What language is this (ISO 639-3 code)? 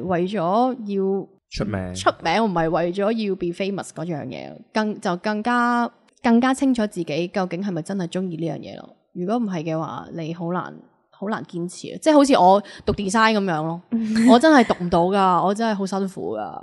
yue